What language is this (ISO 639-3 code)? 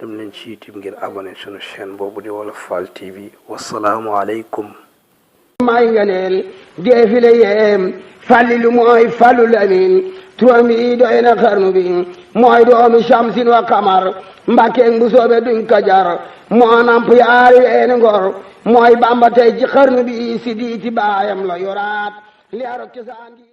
wol